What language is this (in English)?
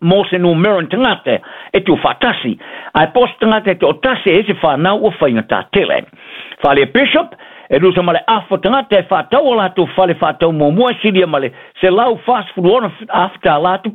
Samoan